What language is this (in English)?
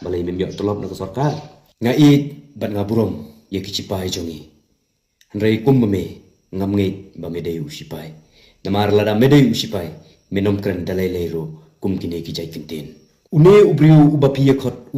Khasi